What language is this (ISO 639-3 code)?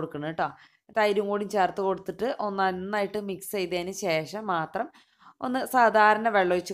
mal